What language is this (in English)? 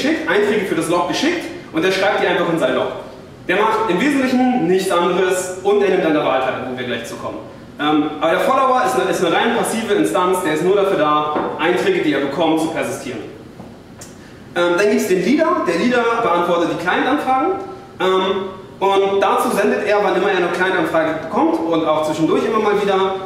German